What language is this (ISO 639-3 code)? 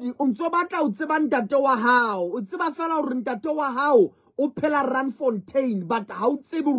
sot